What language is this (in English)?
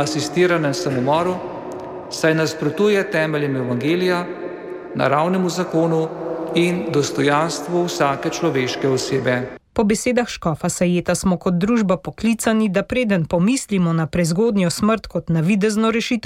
Slovenian